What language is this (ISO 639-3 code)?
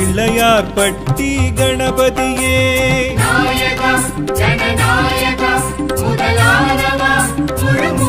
tam